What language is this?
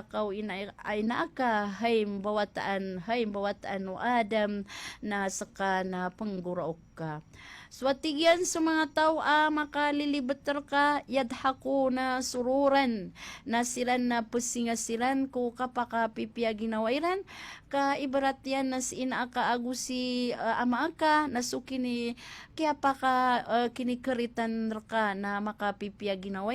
Maranao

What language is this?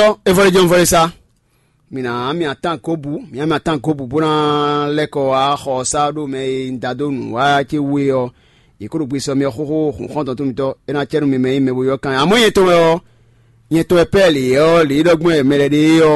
Fon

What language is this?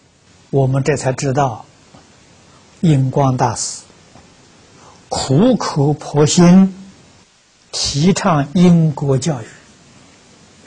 Chinese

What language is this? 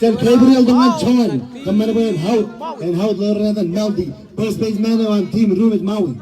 Marshallese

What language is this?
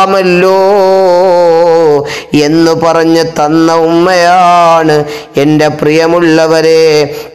Malayalam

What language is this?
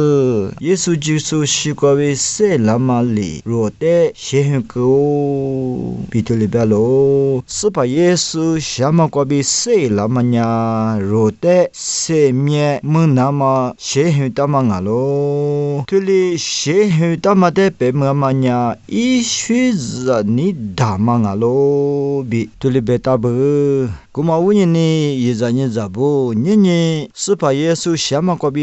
Lisu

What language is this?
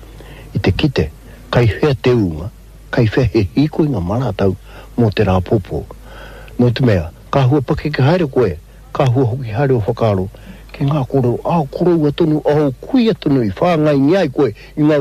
Māori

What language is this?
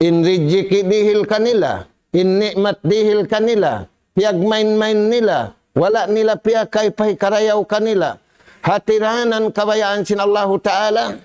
Tausug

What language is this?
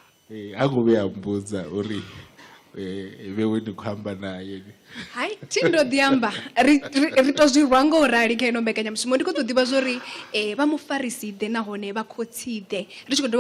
Venda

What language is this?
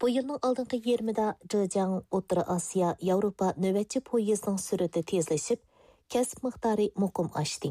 Uyghur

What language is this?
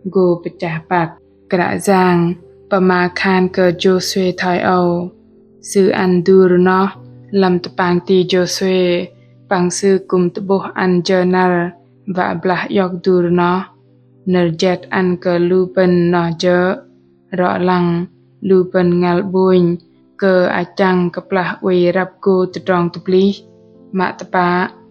Bahnar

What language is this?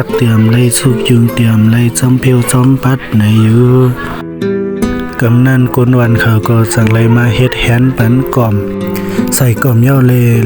Shan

